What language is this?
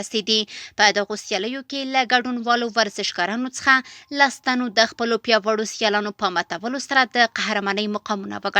Pashto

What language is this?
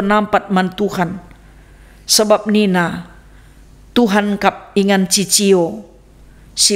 Batak Karo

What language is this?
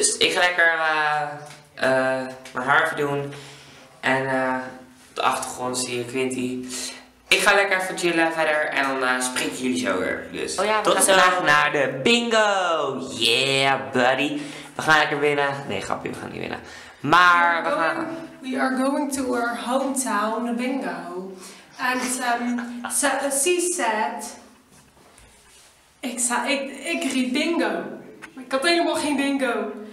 Dutch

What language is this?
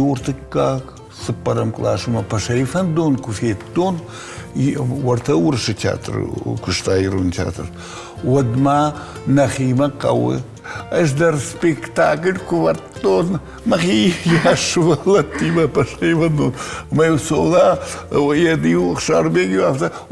Ossetic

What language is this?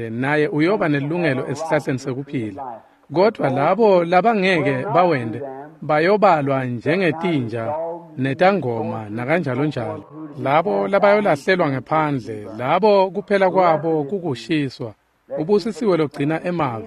Swati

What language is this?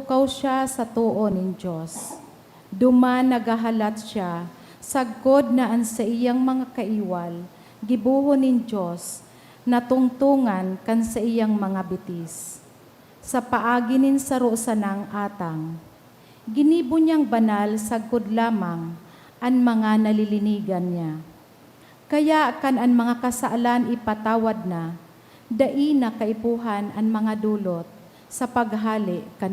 Bikol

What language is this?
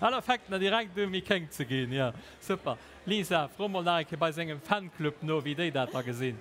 Luxembourgish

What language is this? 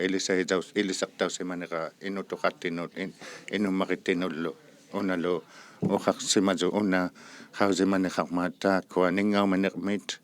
Inuktitut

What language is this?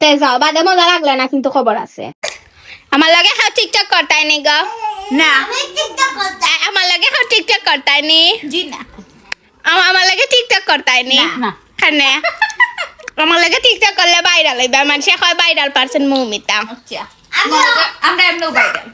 Sylheti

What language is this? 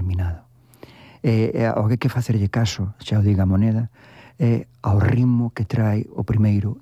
Galician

